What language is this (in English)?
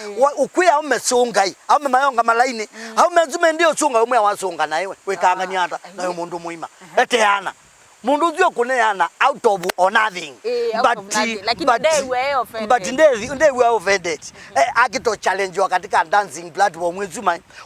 Kamba